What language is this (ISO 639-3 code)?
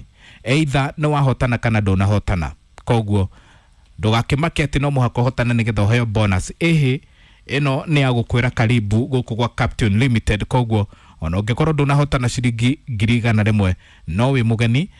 kik